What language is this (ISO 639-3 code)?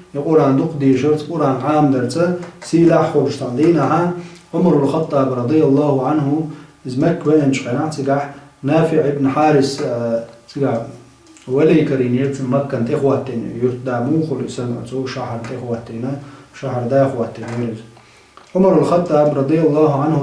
che